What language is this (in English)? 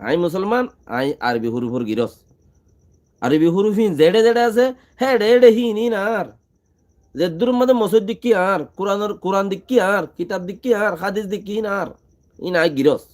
Rohingya